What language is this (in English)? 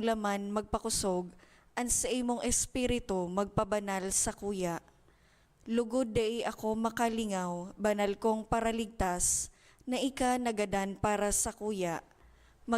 Bikol